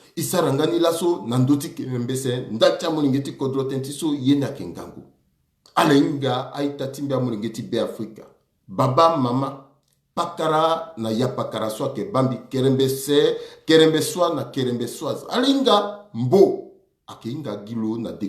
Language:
Sango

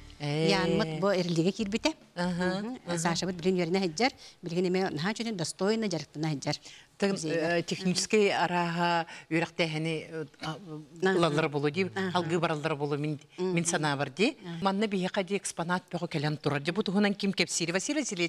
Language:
Yakut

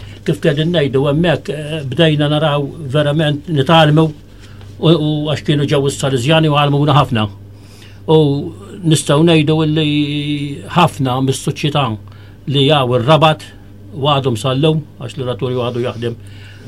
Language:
Maltese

